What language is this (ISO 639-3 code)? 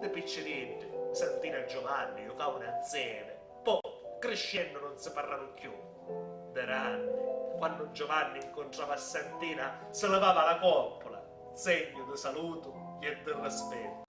scn